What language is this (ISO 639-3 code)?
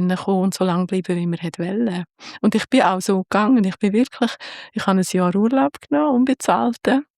gsw